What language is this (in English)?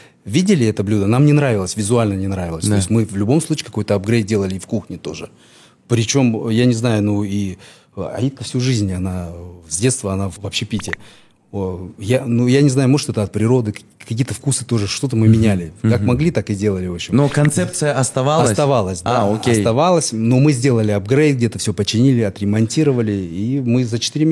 Russian